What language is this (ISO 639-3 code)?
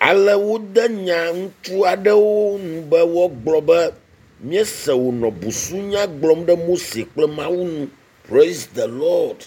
ewe